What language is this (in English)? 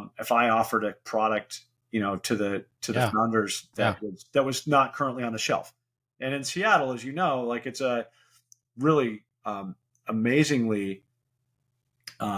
English